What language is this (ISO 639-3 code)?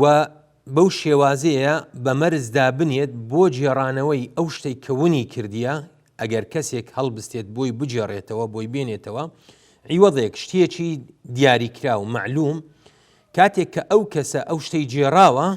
ckb